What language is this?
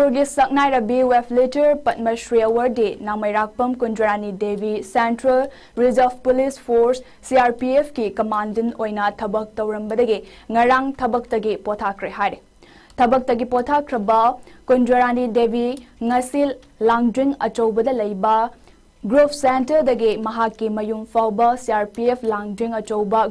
Manipuri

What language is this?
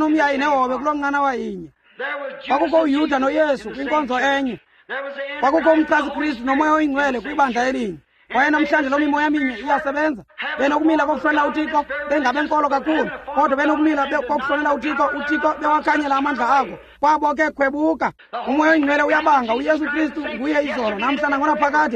Xhosa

